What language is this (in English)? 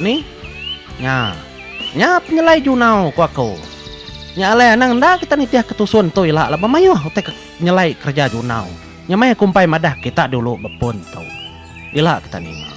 Iban